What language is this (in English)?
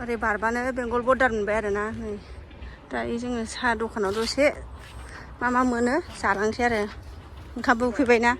Bodo